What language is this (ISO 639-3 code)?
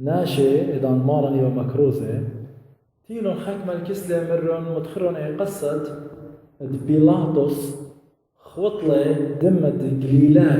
aii